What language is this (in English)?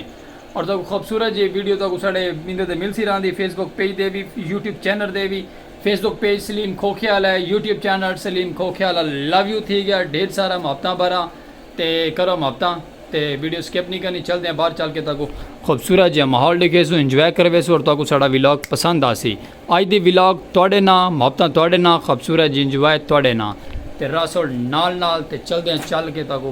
Saraiki